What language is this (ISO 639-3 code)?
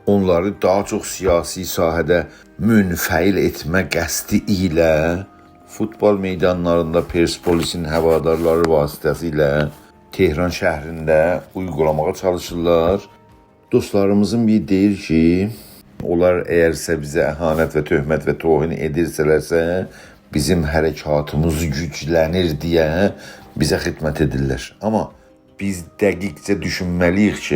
azb